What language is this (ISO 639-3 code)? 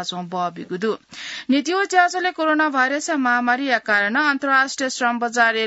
new